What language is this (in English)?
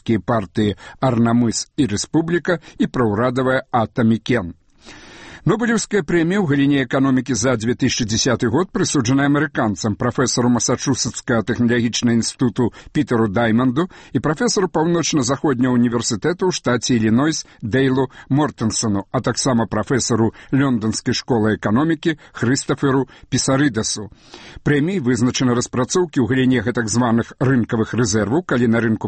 Belarusian